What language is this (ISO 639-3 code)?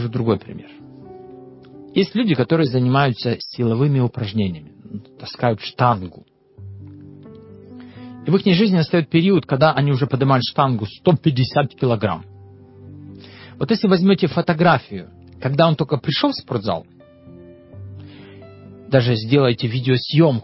rus